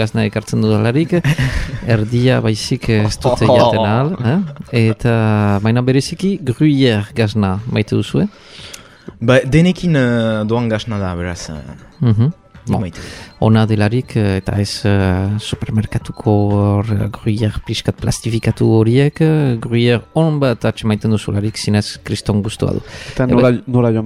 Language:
Basque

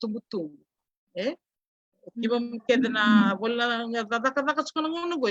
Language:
Fijian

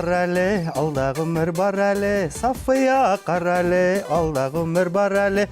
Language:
Bashkir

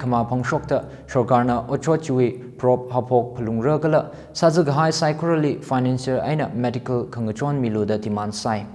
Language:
Tangkhul Naga (India)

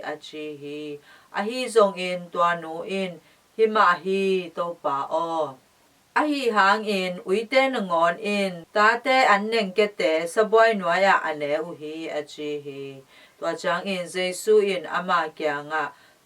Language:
Tedim Chin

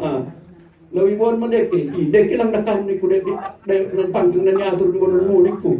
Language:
Batak Simalungun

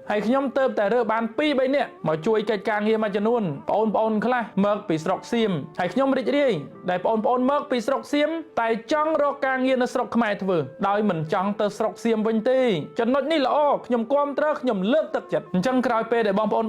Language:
Khmer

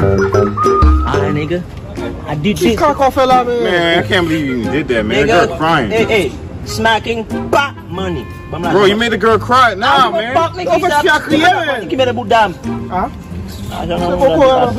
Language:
Haitian Creole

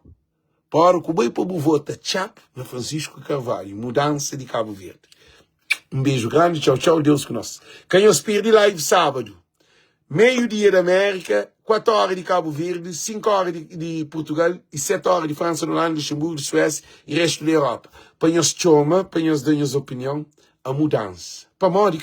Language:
Kabuverdianu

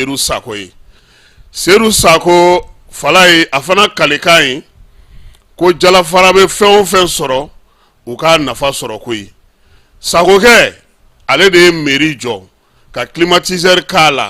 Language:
Bambara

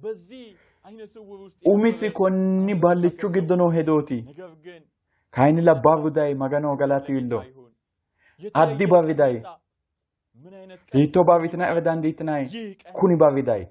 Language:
Sidamo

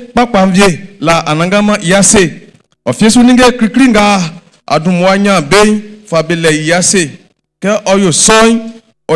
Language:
Baoulé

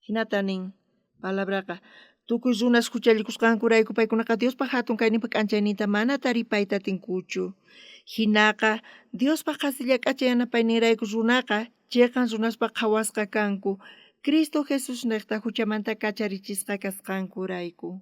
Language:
South Bolivian Quechua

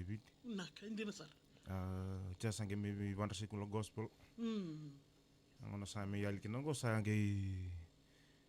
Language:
Fijian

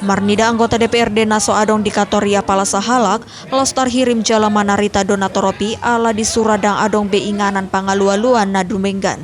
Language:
Batak Toba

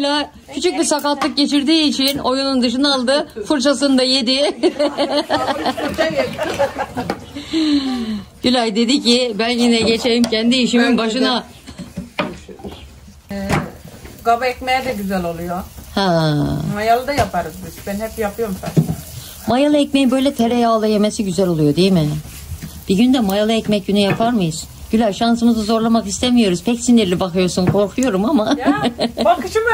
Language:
Turkish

